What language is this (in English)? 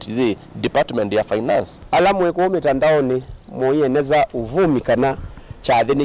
Kamba